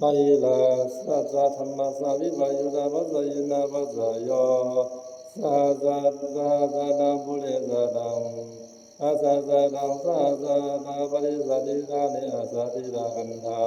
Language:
Pali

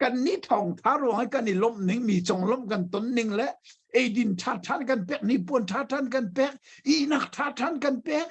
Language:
Hakha Chin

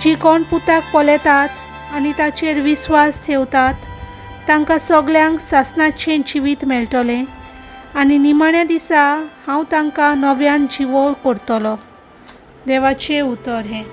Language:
Konkani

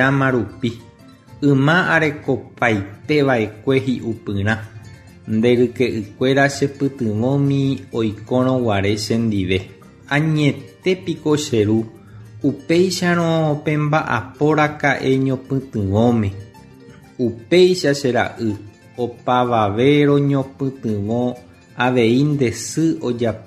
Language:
Guarani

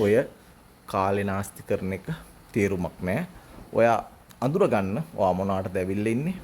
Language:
Sinhala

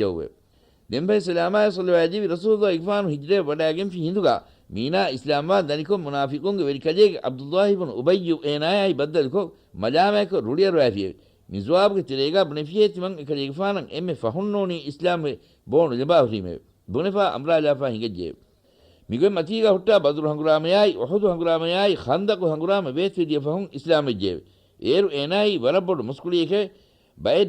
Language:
Divehi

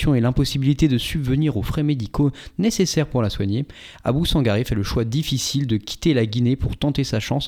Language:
French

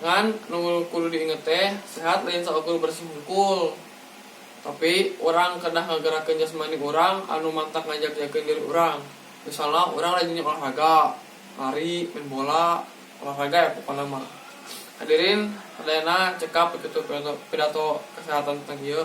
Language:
Sundanese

